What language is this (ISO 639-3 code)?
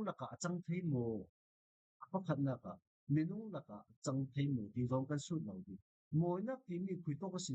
cfm